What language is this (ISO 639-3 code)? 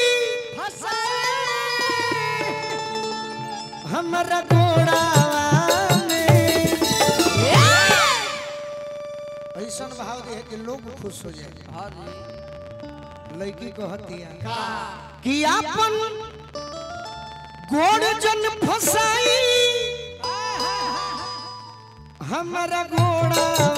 bho